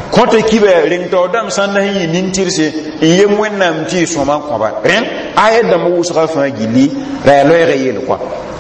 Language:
Mossi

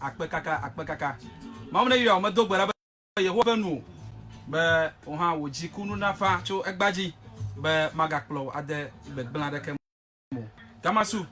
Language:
Ewe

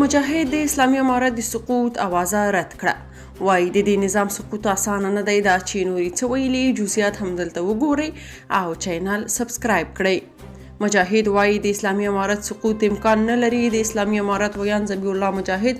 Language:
Pashto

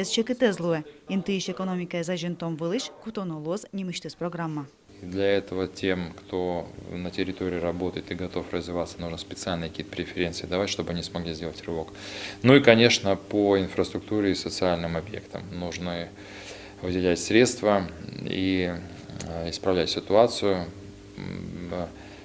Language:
Udmurt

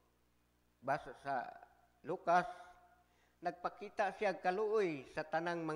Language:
Cebuano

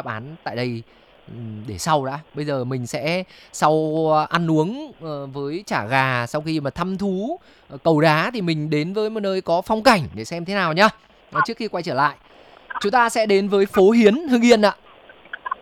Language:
Vietnamese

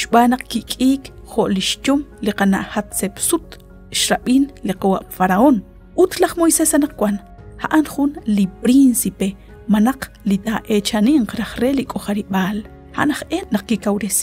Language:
Kekchí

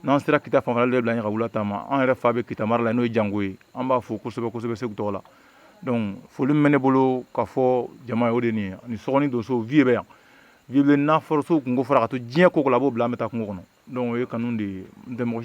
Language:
Bambara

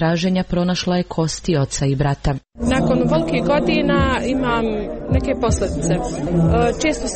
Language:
Serbian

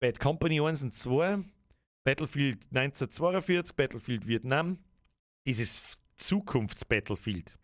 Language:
Bavarian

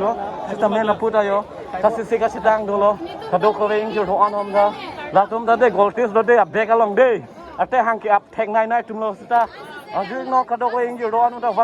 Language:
Karbi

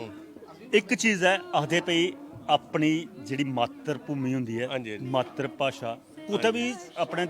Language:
Dogri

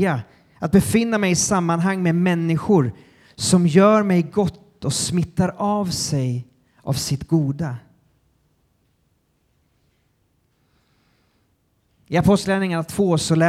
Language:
Swedish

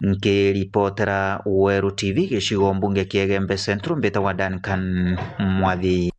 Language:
Meru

